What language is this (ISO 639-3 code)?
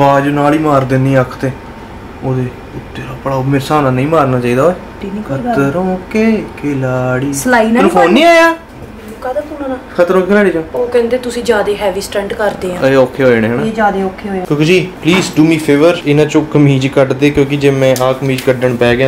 pan